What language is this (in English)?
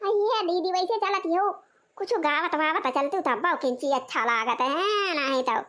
Awadhi